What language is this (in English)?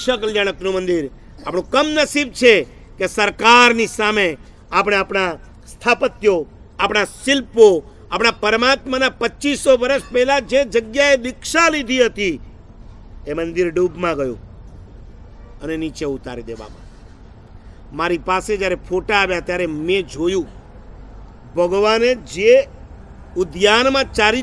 Gujarati